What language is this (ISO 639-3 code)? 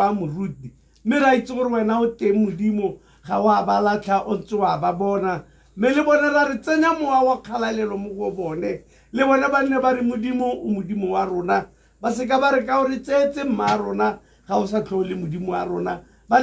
tsn